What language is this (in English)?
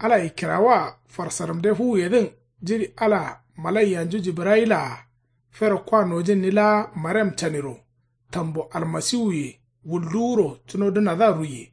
Kanuri